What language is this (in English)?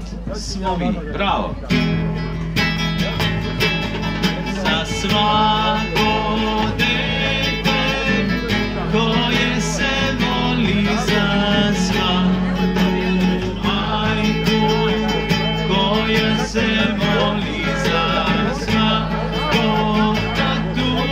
Serbian